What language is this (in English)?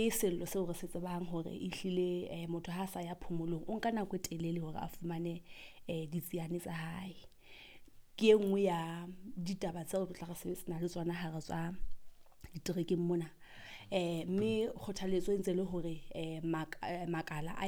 Southern Sotho